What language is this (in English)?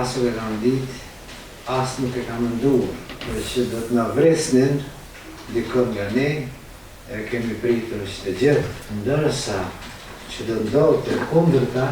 Albanian